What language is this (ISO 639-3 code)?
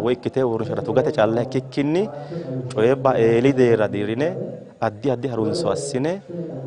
sid